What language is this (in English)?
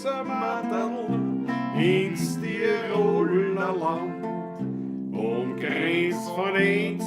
Bavarian